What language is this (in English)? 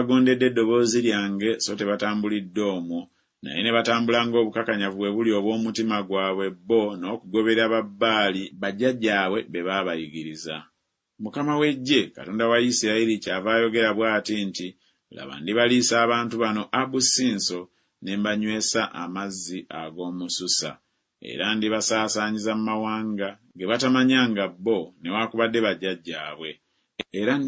Ganda